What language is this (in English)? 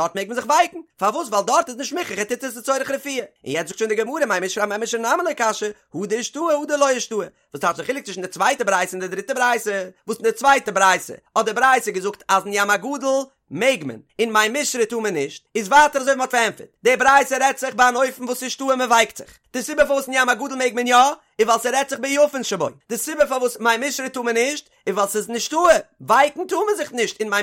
Yiddish